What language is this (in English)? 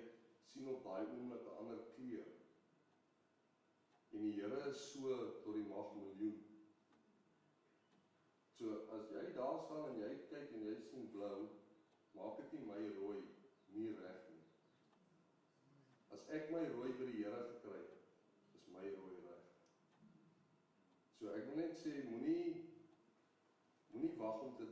Afrikaans